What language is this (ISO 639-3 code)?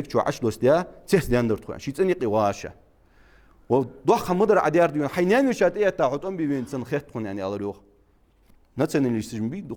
inh